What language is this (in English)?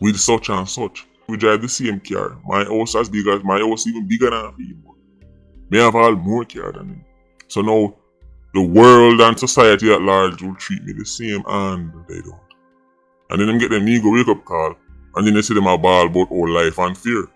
Jamaican Creole English